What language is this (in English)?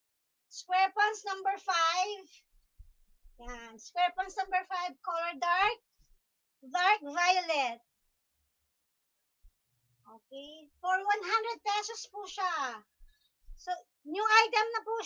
Filipino